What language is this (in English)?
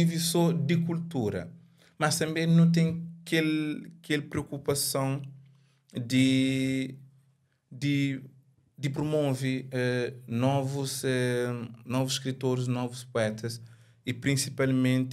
Kabuverdianu